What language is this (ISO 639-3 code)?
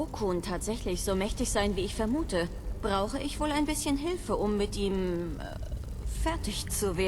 bar